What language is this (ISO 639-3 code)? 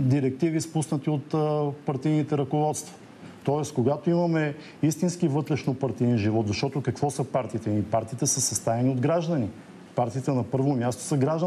bul